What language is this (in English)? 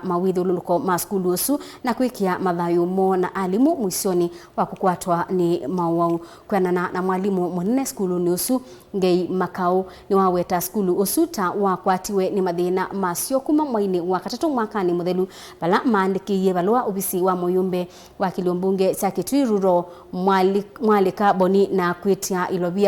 Kamba